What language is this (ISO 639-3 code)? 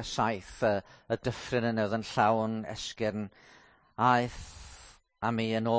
cym